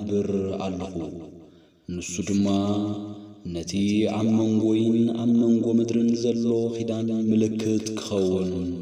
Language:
Tigrinya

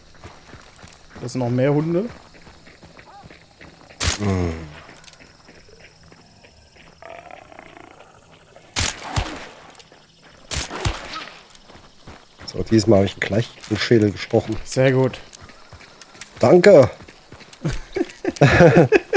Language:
German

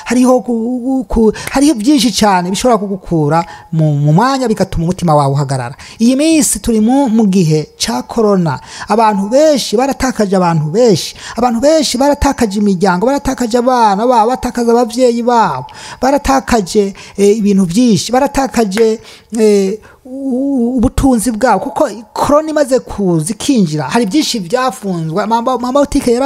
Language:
Rundi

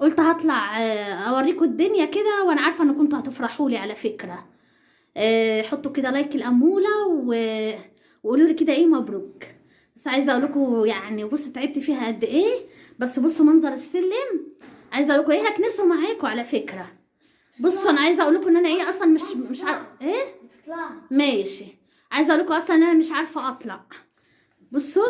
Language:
Egyptian Arabic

